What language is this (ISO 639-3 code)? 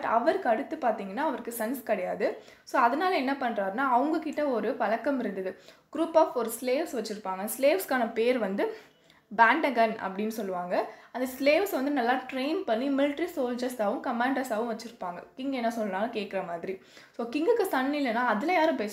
tam